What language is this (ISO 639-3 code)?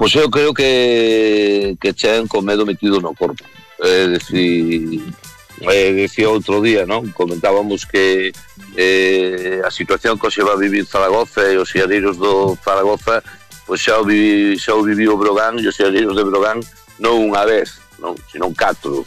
glg